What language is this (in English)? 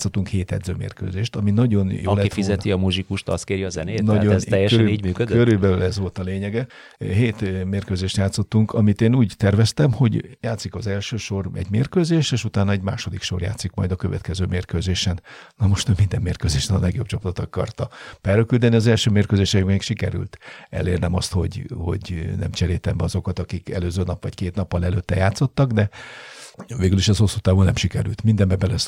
Hungarian